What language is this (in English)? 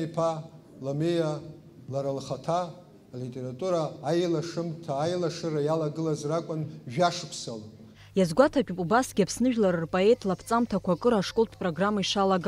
Abkhazian